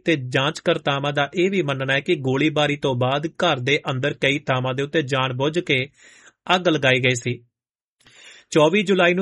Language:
Punjabi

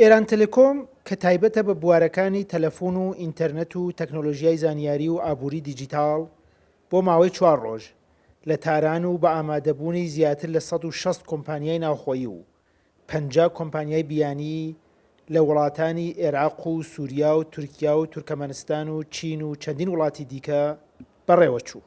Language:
Central Kurdish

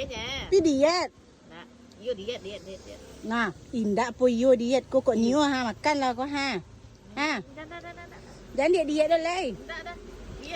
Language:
Minangkabau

